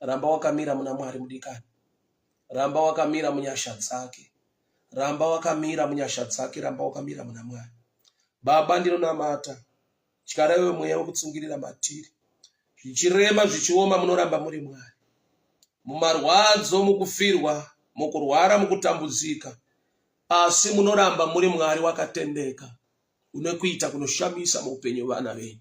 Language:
Shona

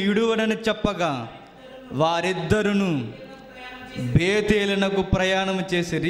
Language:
Telugu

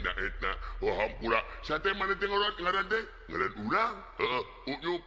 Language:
Sundanese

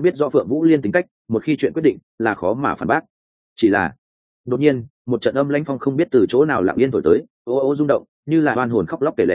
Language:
Vietnamese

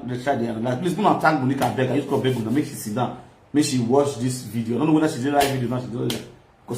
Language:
Nigerian Pidgin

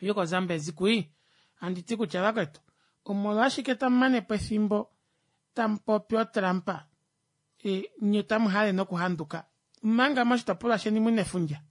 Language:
Kuanyama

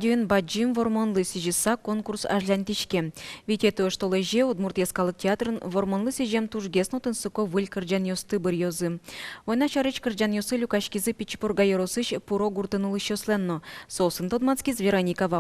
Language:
Udmurt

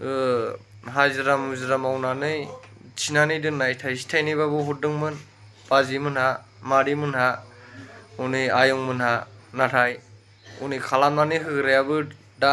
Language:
Bodo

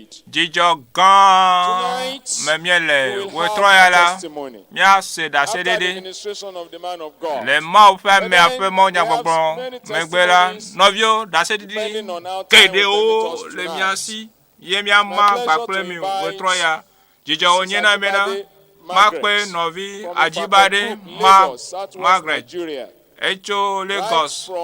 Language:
Ewe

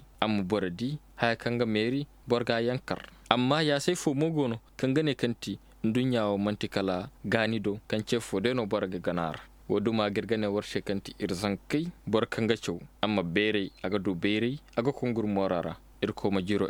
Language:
Zarma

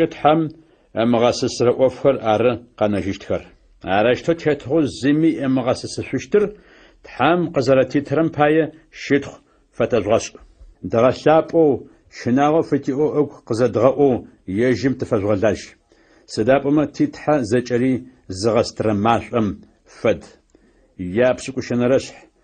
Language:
Adyghe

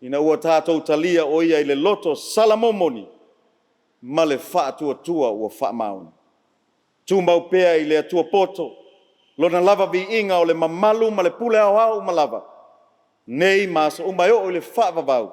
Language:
Samoan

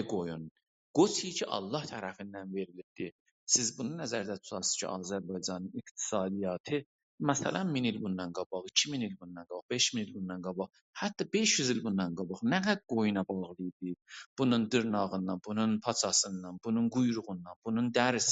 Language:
South Azerbaijani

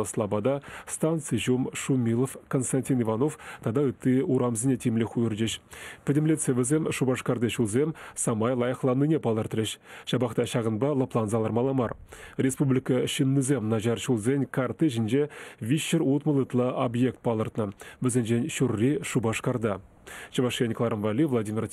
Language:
Chuvash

